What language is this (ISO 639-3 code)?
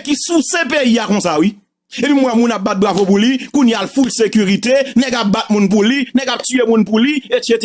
hat